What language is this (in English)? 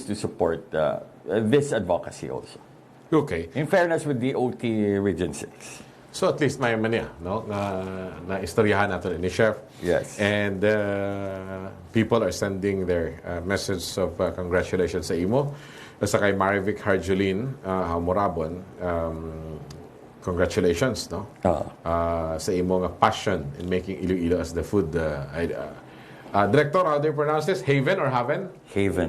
Hiligaynon